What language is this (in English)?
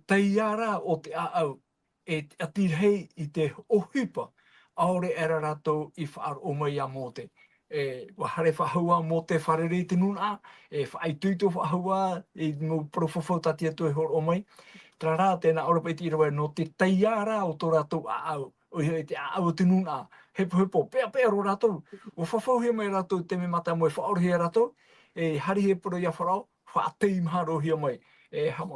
Tahitian